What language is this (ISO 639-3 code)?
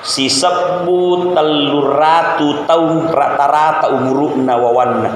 bug